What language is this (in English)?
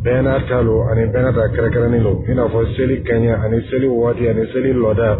Dyula